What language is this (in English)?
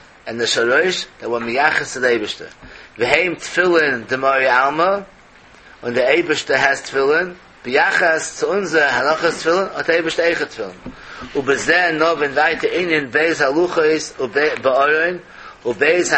Yiddish